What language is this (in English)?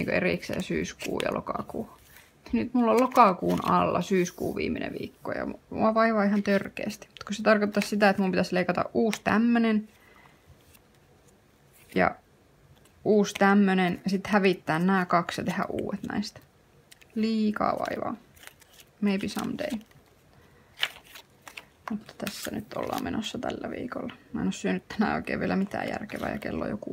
Finnish